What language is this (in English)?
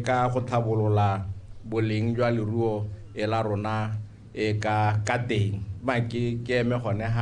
Tswana